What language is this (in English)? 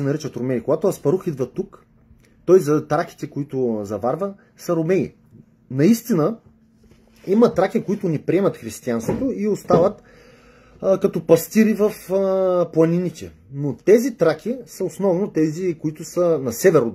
Bulgarian